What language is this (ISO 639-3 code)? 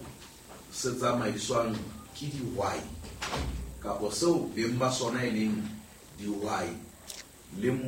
sot